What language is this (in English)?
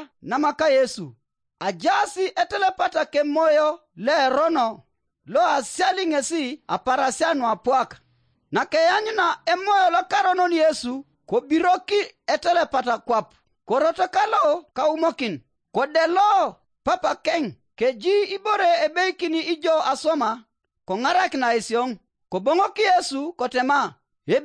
Teso